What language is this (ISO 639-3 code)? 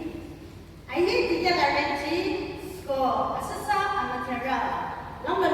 nag